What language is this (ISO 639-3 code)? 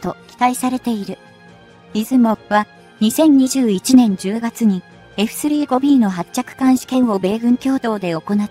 jpn